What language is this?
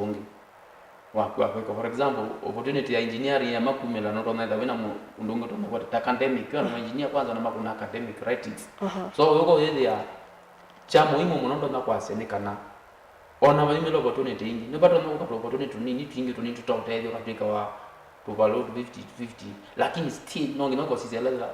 Kamba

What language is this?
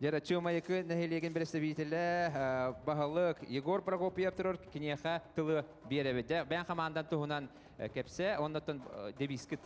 Yakut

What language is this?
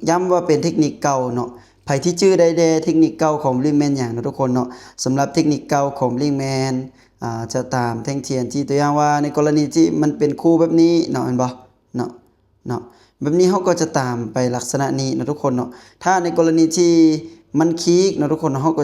Lao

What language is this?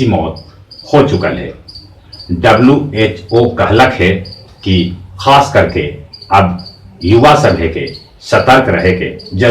Magahi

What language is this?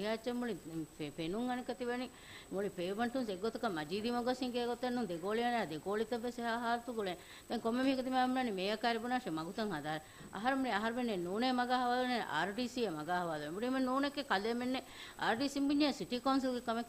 Divehi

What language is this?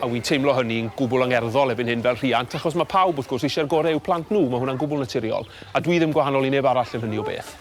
Welsh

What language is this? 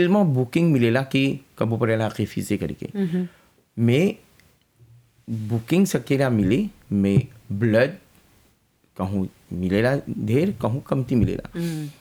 Bhojpuri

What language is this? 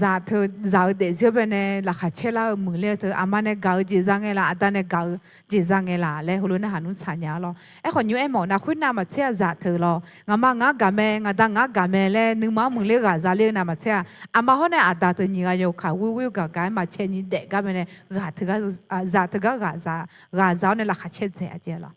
Akha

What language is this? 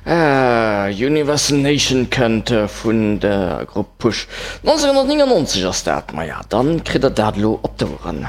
Luxembourgish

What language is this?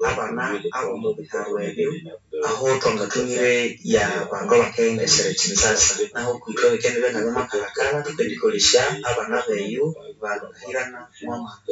Nande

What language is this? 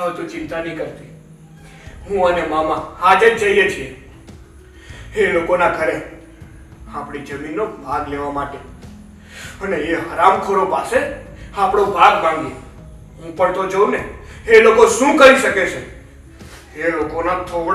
Gujarati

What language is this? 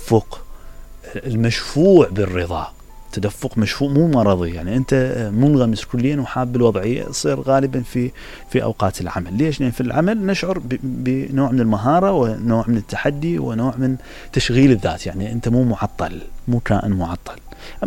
Mesopotamian Arabic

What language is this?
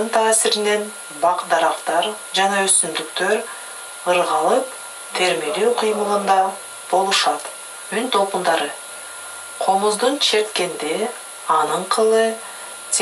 Kyrgyz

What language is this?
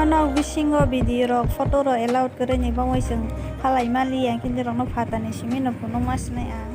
Kok Borok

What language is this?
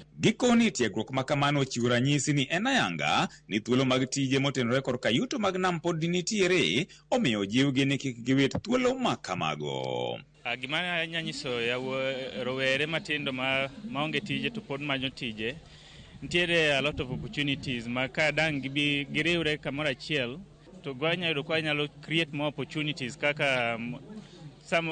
Luo (Kenya and Tanzania)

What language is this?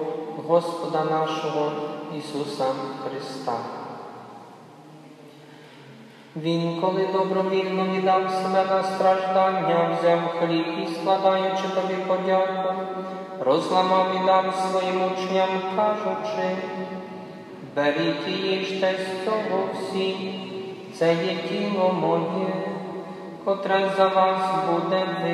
Ukrainian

